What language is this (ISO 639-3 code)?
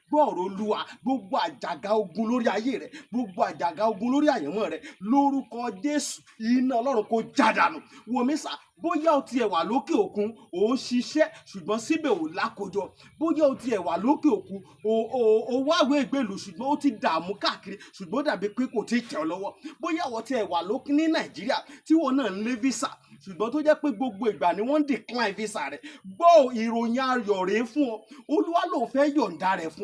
yor